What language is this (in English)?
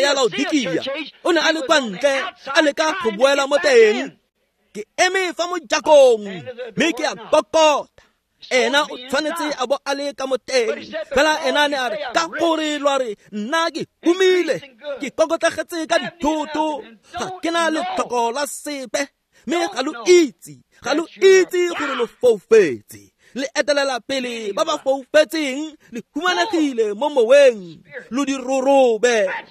Tswana